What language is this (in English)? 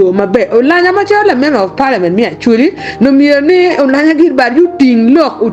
Acoli